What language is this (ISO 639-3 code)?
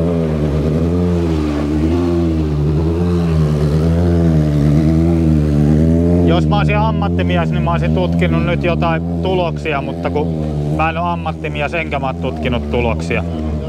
fin